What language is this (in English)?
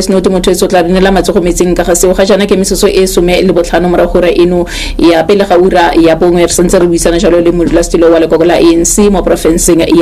Tswana